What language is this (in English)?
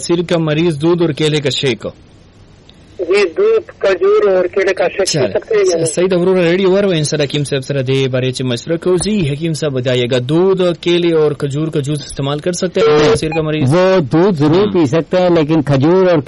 Urdu